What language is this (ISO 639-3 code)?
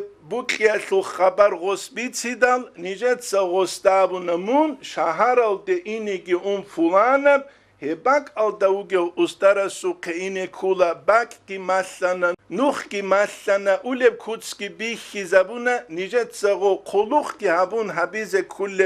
ava